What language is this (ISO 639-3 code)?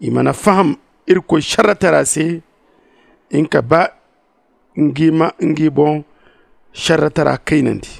dje